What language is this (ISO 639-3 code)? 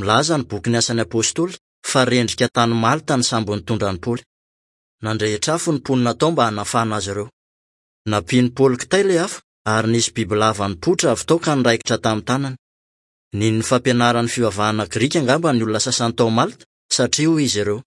mlg